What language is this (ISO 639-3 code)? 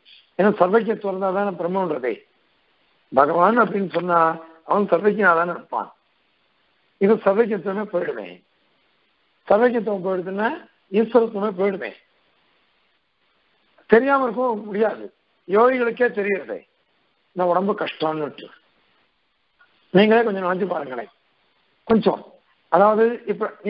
tam